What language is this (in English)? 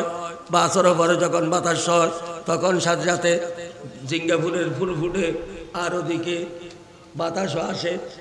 Bangla